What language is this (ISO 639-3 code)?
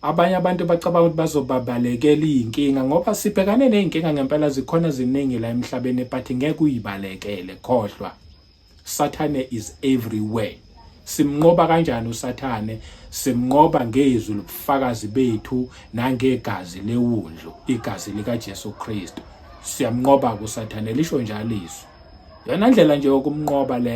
zul